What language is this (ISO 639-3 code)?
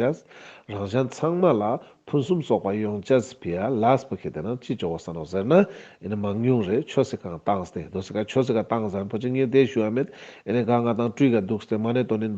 lbj